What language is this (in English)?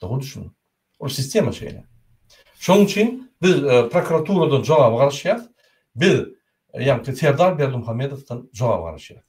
Turkmen